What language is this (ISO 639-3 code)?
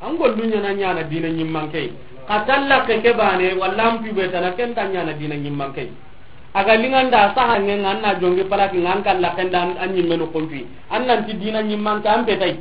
snk